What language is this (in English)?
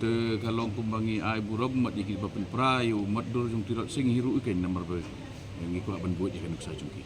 Khasi